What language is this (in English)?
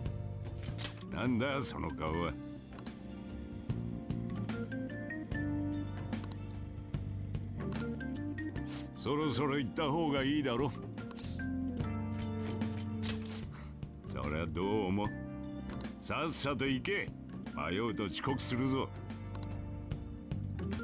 Japanese